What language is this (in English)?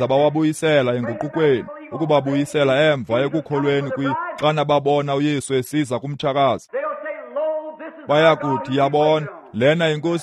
Xhosa